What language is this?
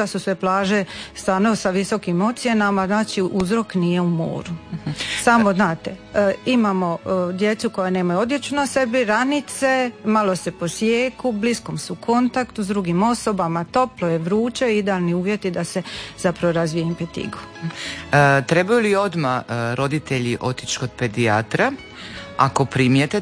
Croatian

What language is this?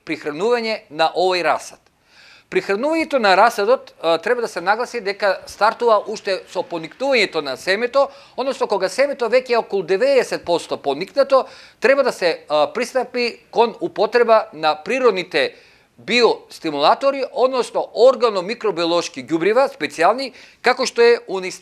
Macedonian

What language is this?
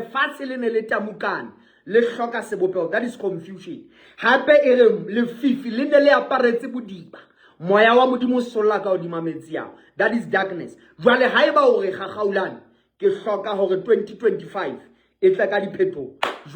Southern Sotho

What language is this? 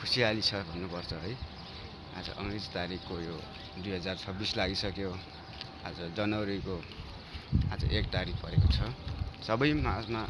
Nepali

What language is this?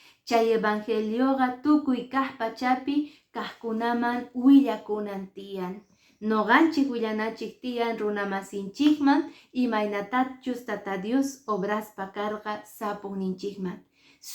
Quechua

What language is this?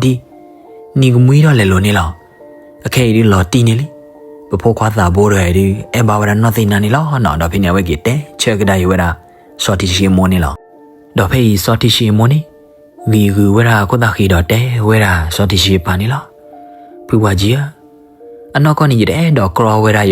S'gaw Karen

